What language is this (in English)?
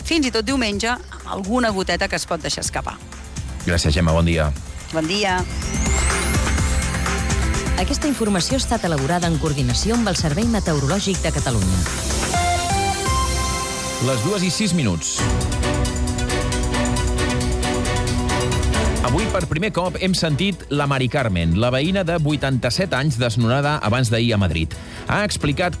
Catalan